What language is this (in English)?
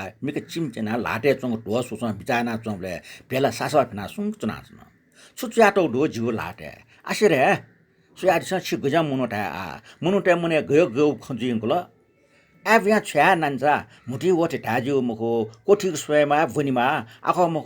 Newari